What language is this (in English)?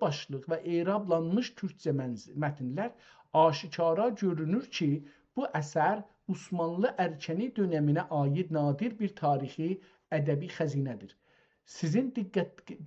South Azerbaijani